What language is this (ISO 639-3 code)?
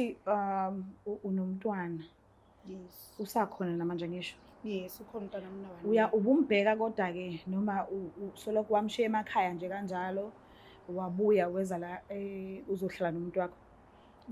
zul